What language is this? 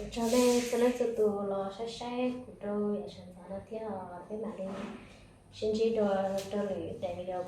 Hmong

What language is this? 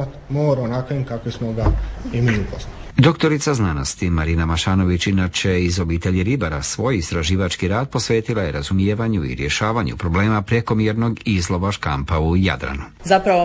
Croatian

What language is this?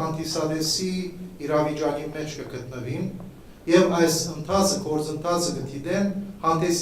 Western Armenian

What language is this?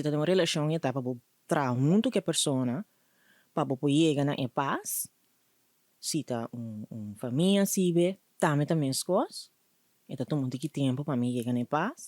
Papiamento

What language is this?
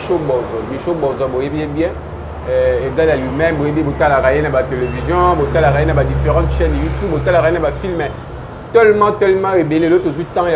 Lingala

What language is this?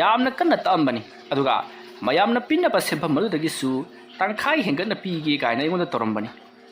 Manipuri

